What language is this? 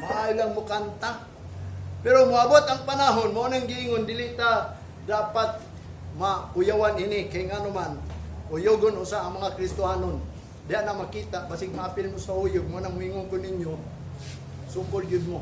Cebuano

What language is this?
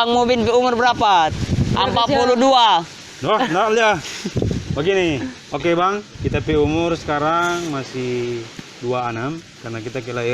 Manado Malay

